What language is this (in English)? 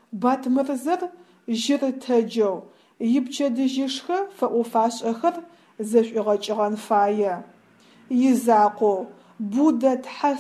Adyghe